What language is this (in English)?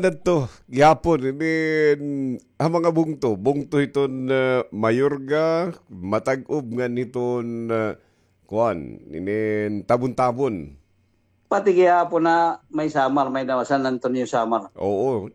Waray